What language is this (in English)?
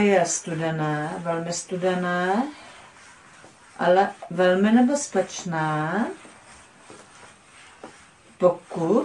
Czech